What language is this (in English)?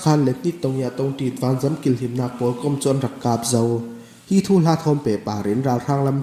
Falam Chin